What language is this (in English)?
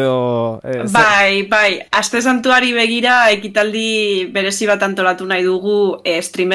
Basque